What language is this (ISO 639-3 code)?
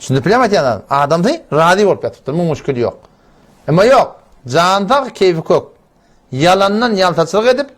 tuk